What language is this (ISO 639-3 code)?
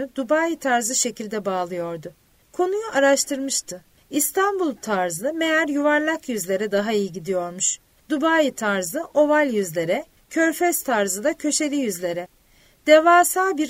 tur